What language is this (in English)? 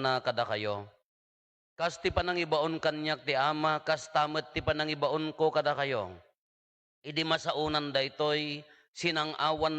Iloko